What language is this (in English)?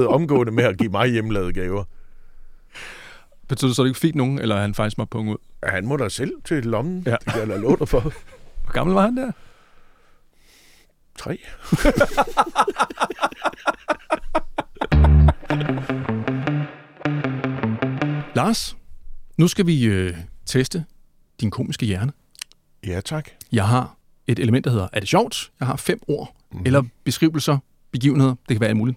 Danish